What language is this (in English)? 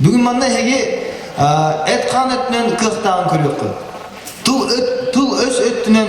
Yakut